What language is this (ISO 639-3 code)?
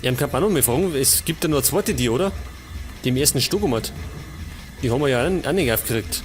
bar